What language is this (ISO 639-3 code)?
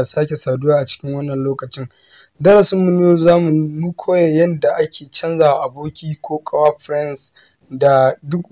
hau